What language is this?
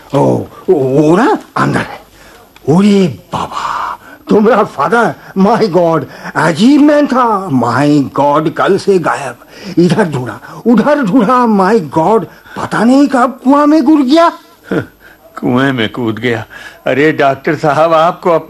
Hindi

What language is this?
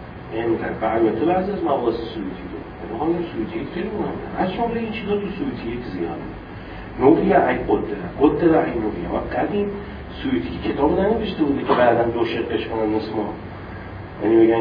Persian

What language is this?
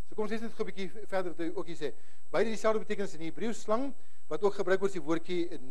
Afrikaans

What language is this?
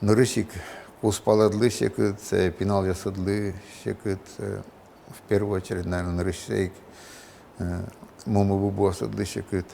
Udmurt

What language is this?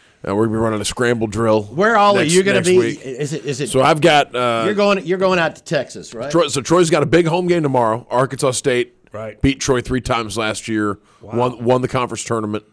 English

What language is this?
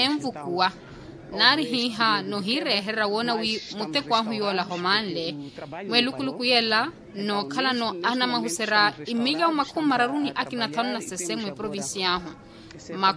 Makhuwa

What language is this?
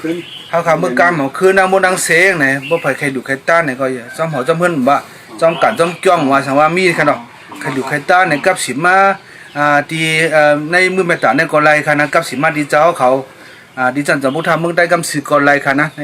Shan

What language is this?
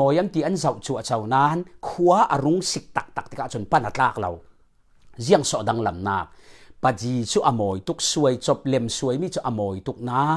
Falam Chin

